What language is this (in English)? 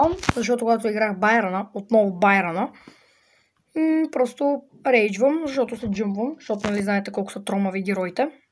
Bulgarian